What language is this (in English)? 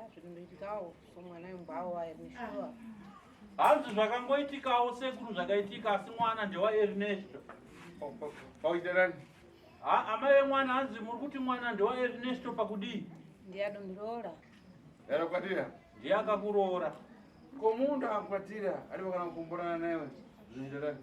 Shona